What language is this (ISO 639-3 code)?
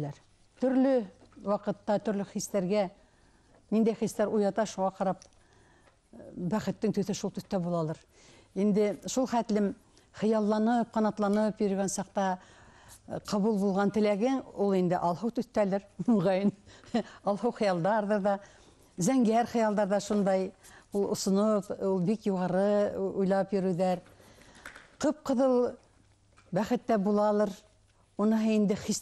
bak